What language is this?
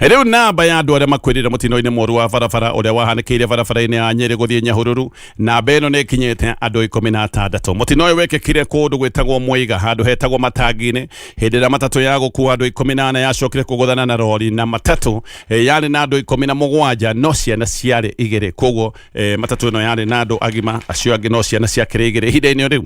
Kikuyu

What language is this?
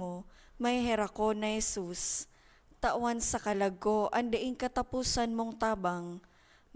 Bikol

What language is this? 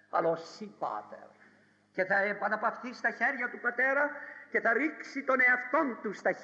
Greek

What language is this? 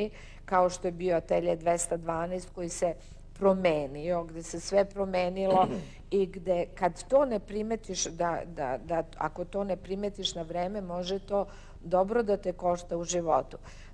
Serbian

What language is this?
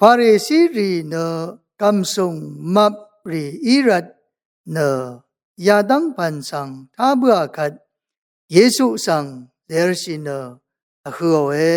Rawang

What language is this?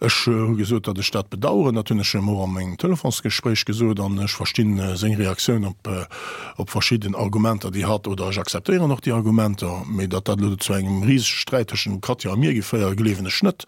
Luxembourgish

